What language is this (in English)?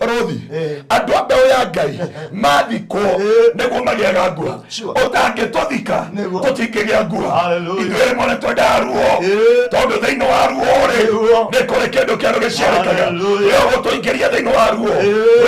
Kikuyu